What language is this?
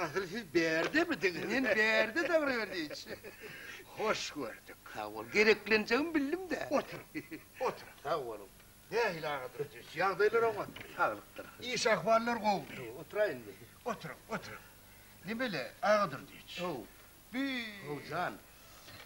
Turkmen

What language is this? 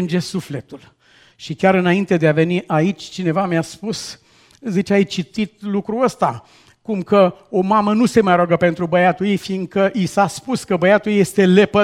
Romanian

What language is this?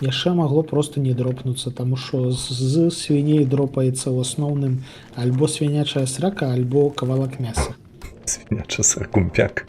Belarusian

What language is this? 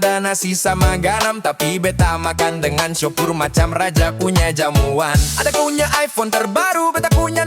Ambonese Malay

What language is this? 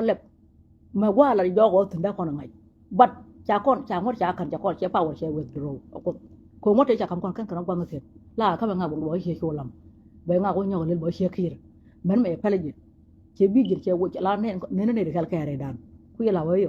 Nuer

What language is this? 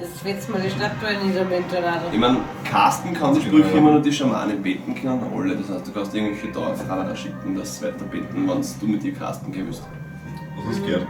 Bavarian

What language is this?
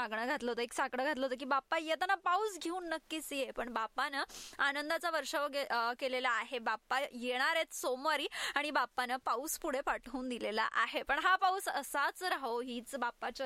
Marathi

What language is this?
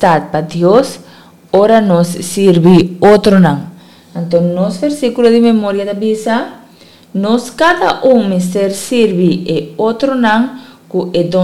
Papiamento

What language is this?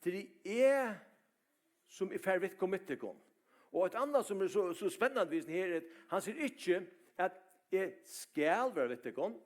Faroese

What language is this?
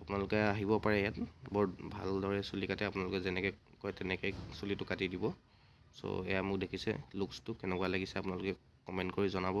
Assamese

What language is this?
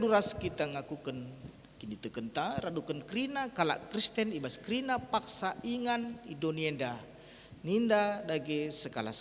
Batak Karo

